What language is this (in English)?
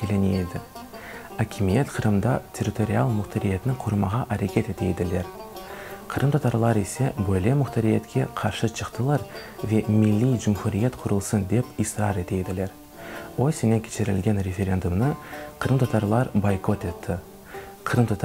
Crimean Tatar